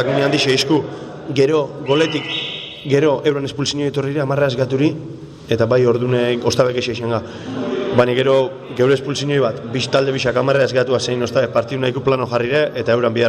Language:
Basque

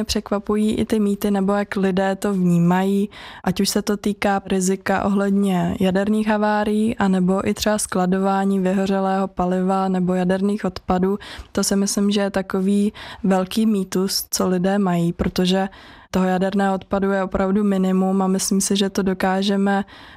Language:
Czech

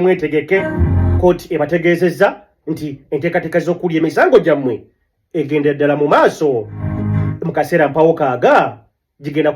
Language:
Ganda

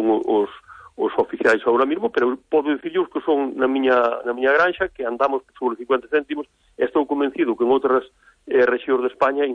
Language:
Galician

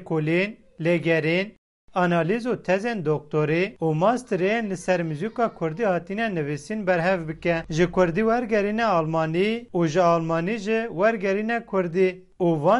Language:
Kurdish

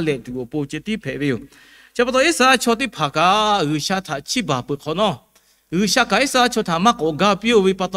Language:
Lahu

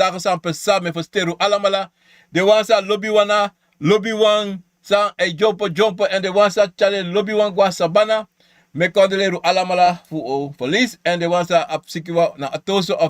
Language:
Sranan Tongo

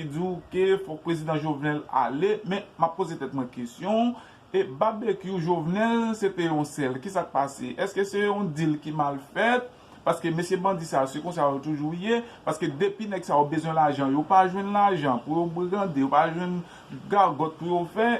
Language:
Haitian Creole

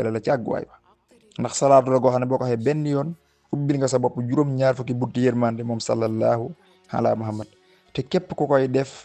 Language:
Wolof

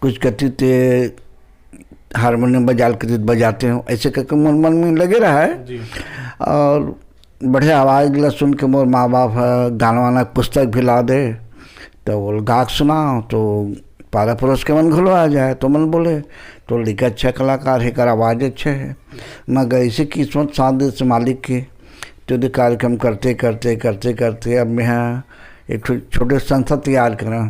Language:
Chhattisgarhi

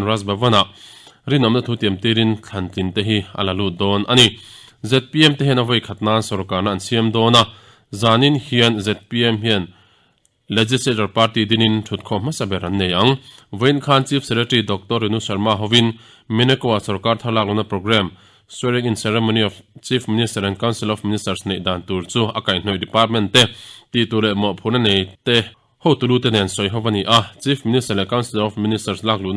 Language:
Mizo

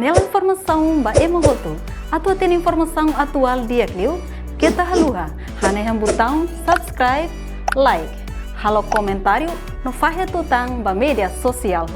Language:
Tetum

